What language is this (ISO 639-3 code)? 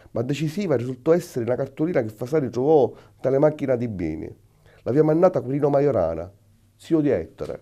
scn